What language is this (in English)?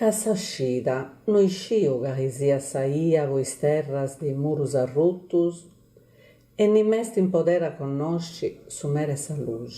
Sardinian